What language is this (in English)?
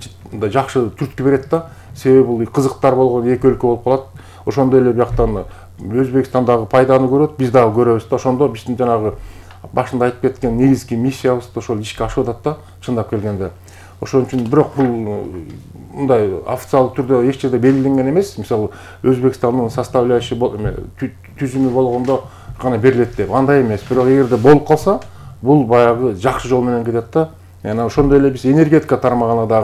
Kyrgyz